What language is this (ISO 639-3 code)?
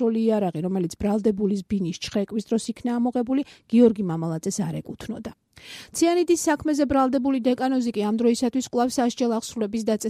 kat